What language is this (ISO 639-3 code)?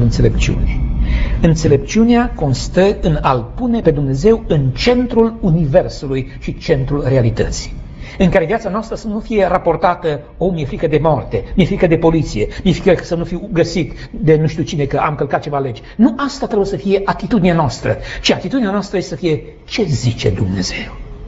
ron